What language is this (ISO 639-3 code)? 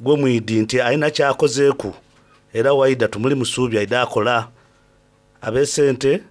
xog